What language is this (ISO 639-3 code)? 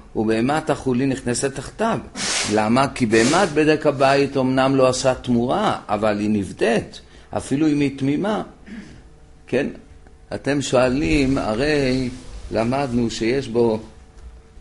heb